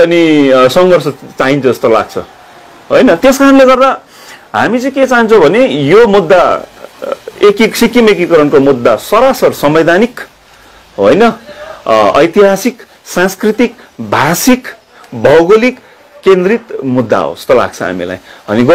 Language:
Nepali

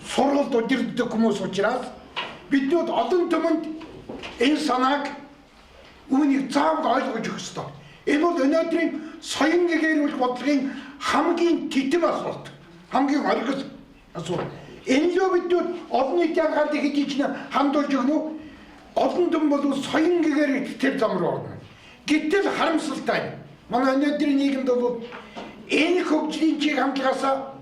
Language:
Mongolian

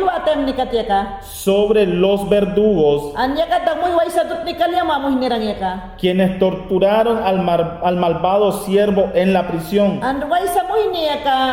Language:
Mayangna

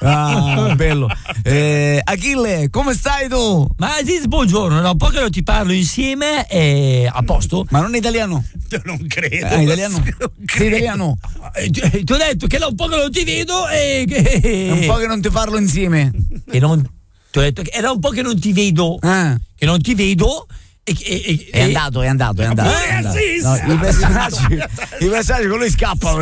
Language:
Italian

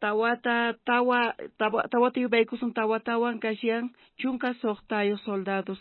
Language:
South Bolivian Quechua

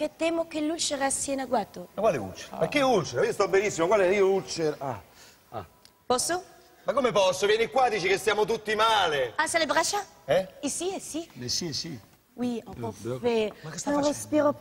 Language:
Italian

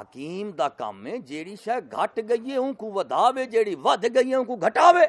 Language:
Saraiki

